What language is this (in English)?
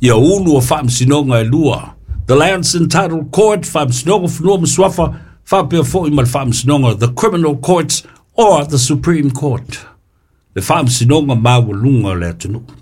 Samoan